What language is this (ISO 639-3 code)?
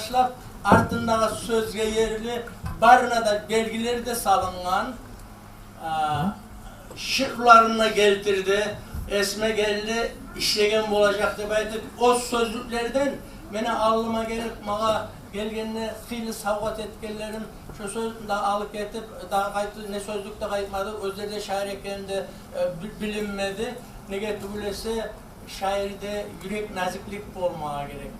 kum